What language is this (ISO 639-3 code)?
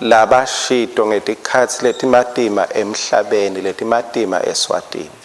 ssw